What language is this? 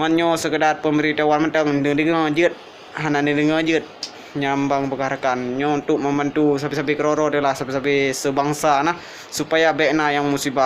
Achinese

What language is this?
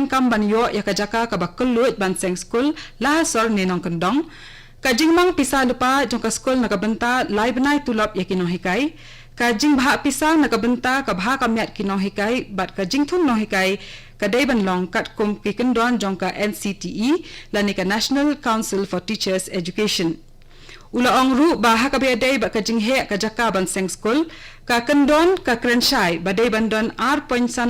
Khasi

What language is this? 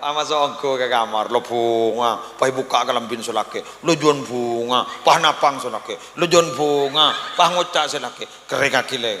Madurese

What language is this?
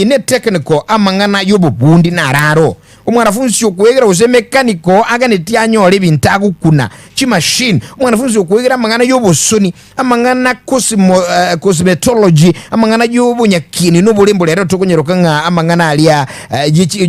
Gusii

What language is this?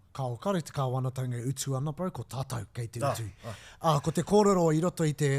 Māori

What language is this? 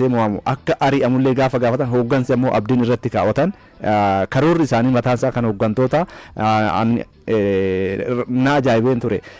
Oromo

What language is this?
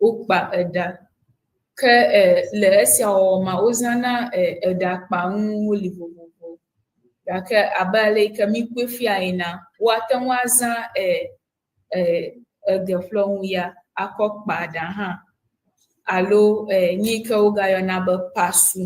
Ewe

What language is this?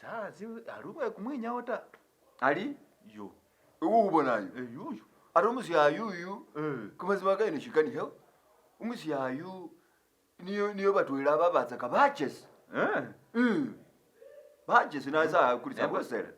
Masaaba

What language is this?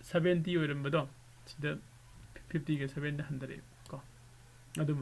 Manipuri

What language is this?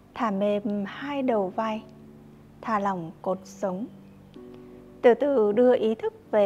Vietnamese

